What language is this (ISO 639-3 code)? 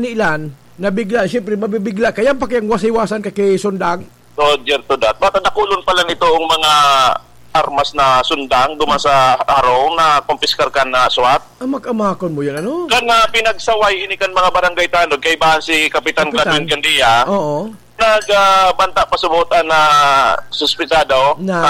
bik